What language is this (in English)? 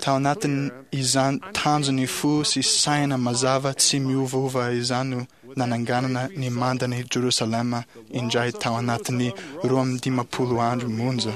Malagasy